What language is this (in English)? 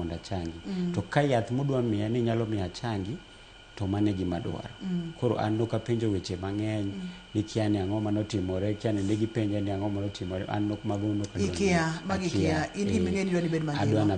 Luo (Kenya and Tanzania)